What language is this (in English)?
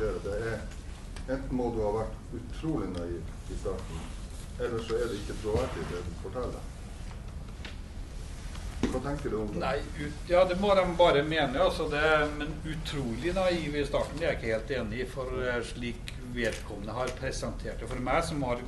Norwegian